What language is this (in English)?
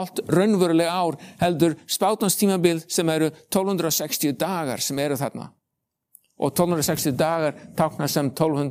Icelandic